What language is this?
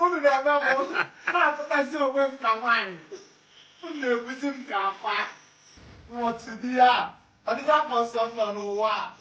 Igbo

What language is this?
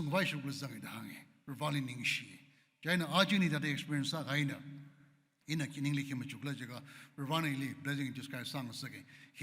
Tangkhul Naga (India)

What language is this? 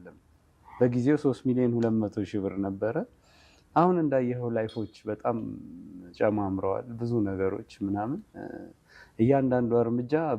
Amharic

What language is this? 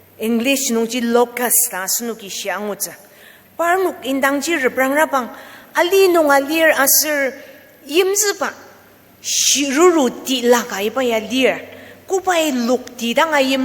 Ao Naga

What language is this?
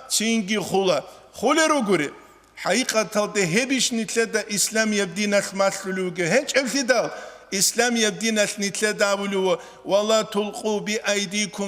Avaric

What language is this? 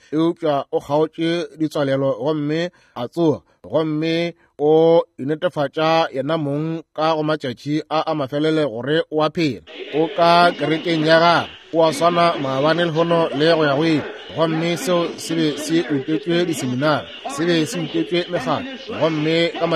Northern Sotho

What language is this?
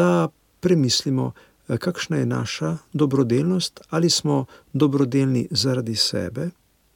Slovenian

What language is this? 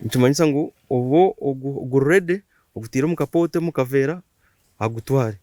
Nyankole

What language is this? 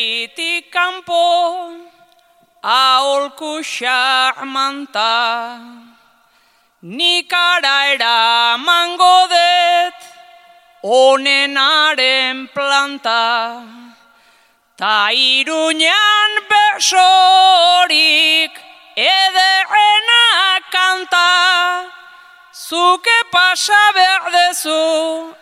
Basque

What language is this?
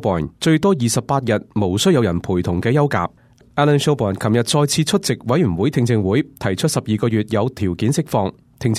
Cantonese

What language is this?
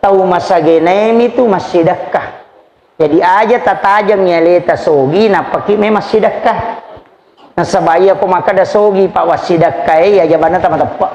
Buginese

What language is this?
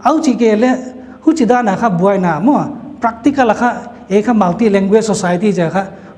Paite Chin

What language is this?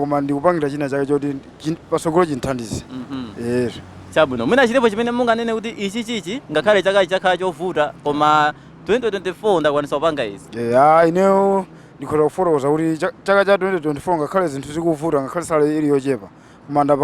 Nyanja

